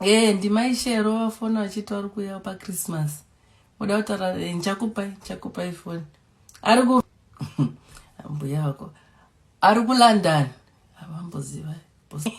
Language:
Shona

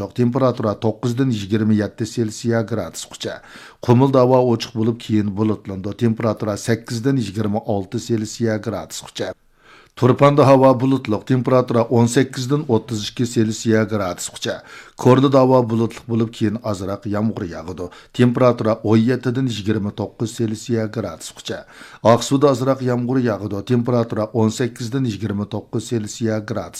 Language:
Uyghur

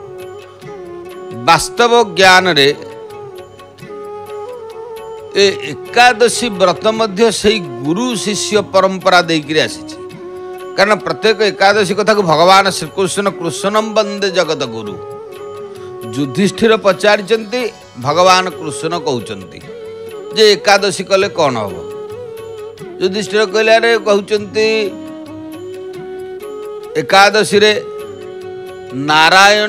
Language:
Odia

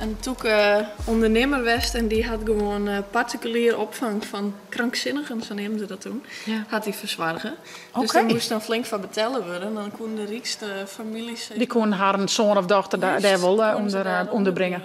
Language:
Western Frisian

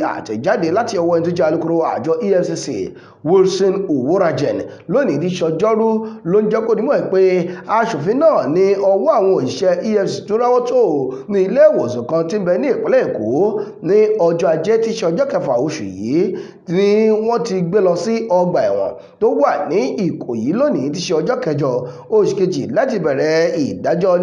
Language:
Yoruba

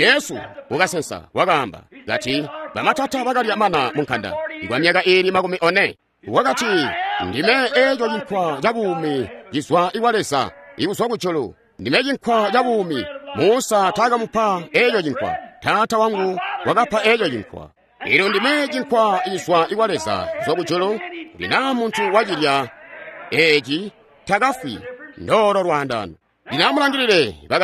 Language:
Tonga (Zambia)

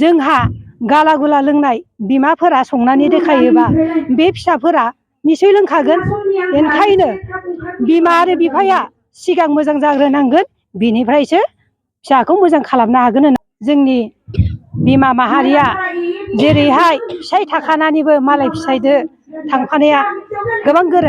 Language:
Bodo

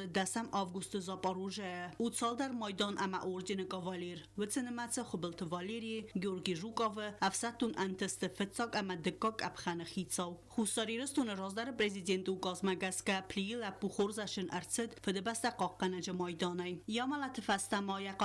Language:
Ossetic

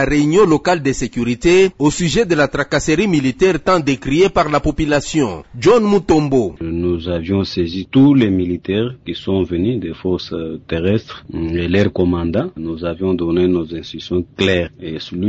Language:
French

